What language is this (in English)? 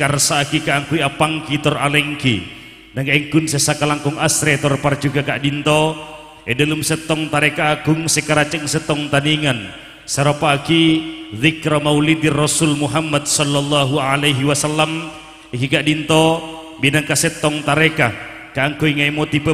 Madurese